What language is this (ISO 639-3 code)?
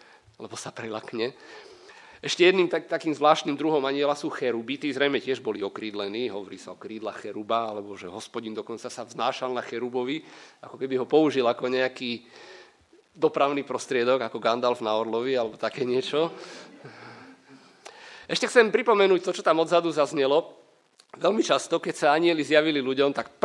slk